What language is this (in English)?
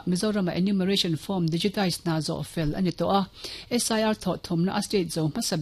Mizo